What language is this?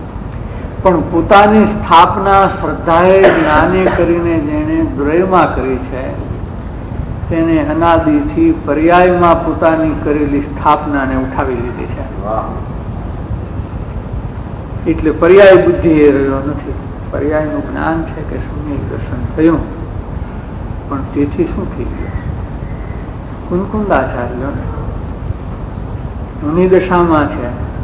Gujarati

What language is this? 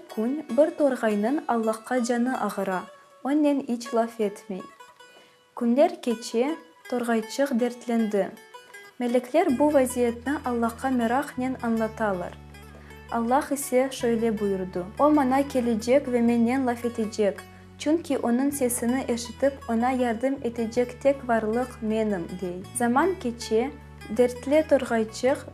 Crimean Tatar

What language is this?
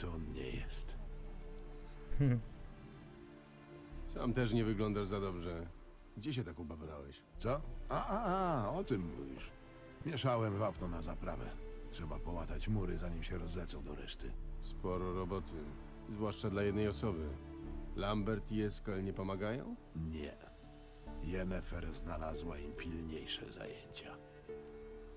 Polish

